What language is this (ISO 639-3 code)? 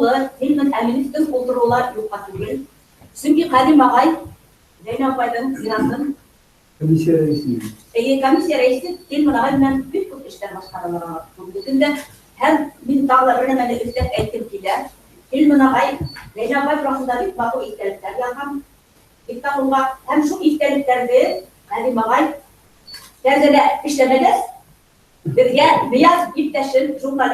bak